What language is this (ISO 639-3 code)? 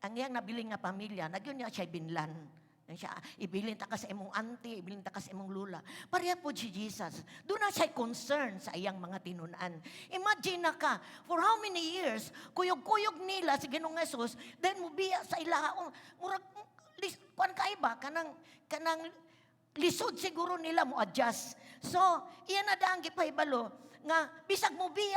ceb